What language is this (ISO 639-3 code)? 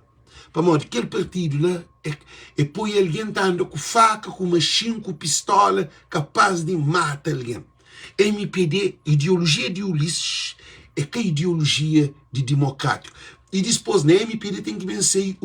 kea